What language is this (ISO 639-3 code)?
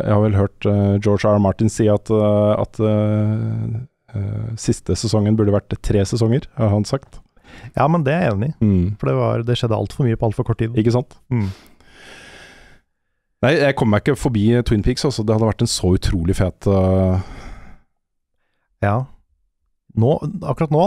nor